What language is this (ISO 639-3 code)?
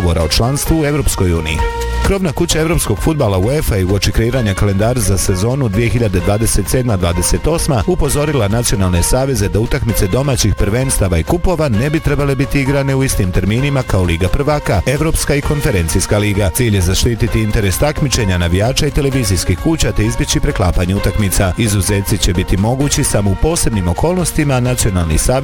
bos